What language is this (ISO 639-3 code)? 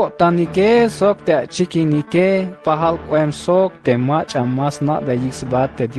tzh